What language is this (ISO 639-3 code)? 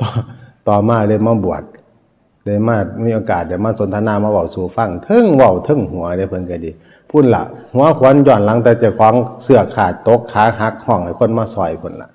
tts